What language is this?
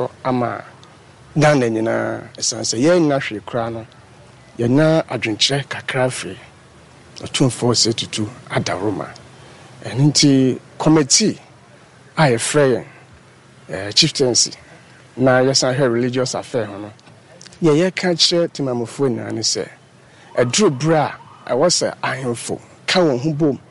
Akan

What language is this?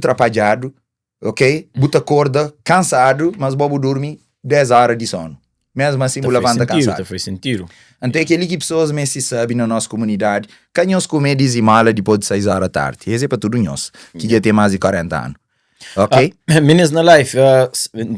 Kabuverdianu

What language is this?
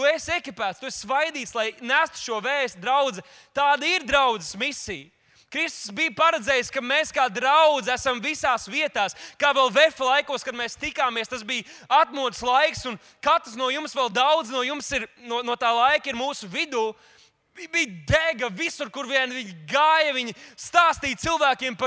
Latvian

